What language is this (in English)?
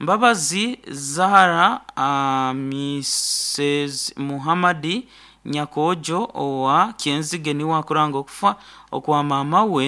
Nyankole